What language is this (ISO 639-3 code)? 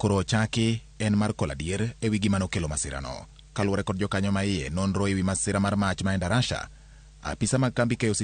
luo